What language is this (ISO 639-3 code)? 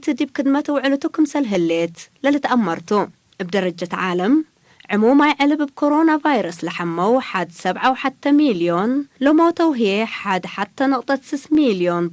tig